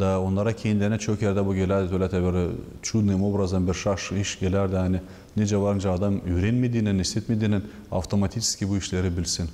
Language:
Gagauz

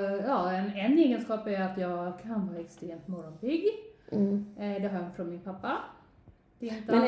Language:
Swedish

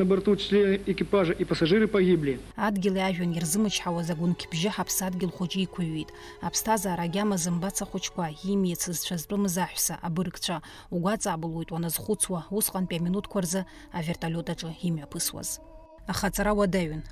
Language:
Abkhazian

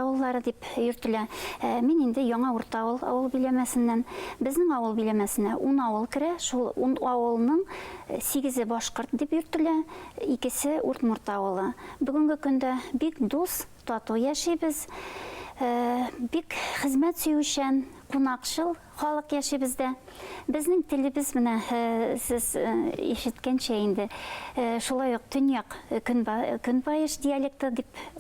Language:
Bashkir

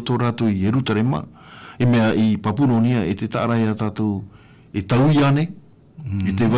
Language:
Tahitian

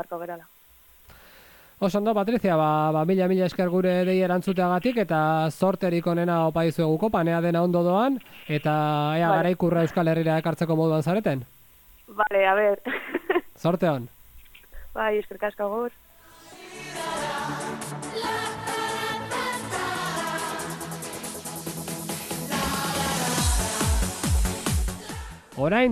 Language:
Basque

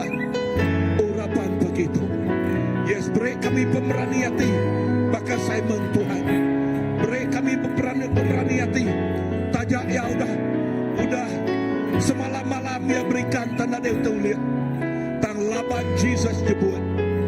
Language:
Iban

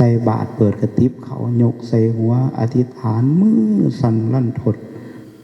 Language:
Northeastern Thai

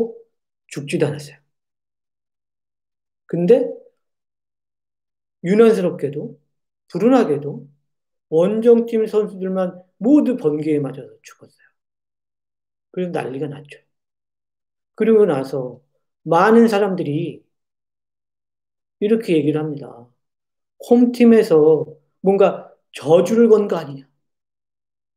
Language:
Korean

